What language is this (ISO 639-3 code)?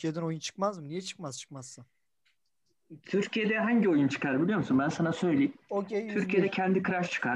tur